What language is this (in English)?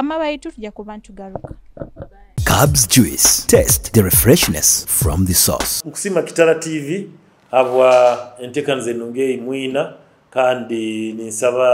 Nyoro